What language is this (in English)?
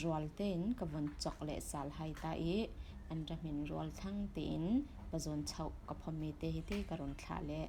Falam Chin